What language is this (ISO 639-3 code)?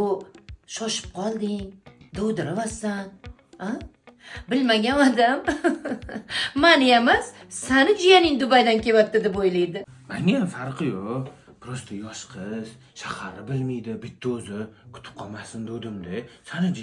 uzb